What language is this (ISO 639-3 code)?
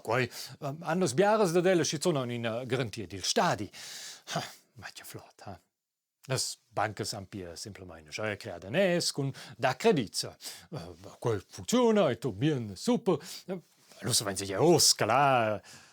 roh